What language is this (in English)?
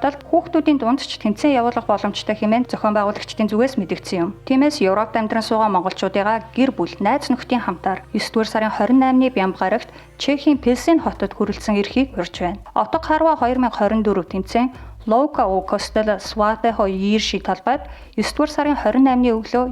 Mongolian